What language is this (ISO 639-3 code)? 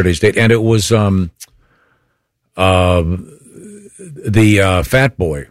eng